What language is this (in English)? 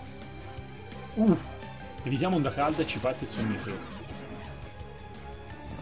Italian